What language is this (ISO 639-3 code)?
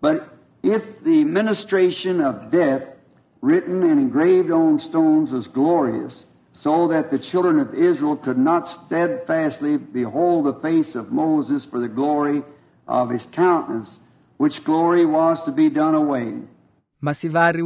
vmw